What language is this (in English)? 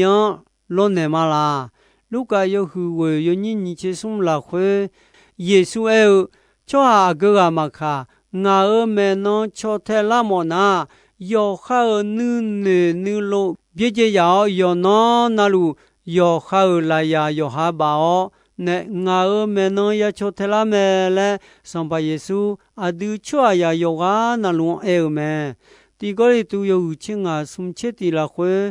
Akha